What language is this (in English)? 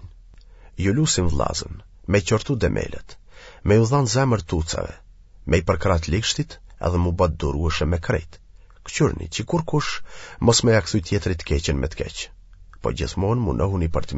Albanian